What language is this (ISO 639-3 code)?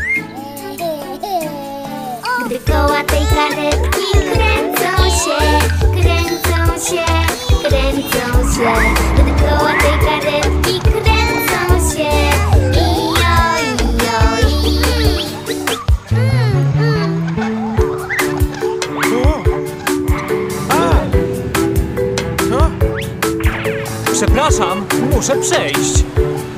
pol